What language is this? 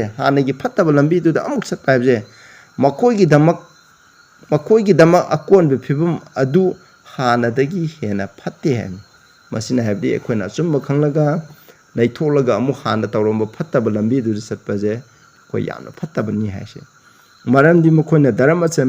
Manipuri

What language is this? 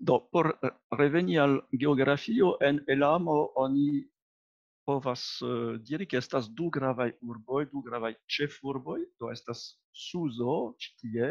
Esperanto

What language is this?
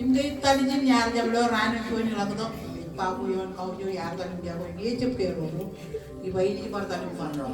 Marshallese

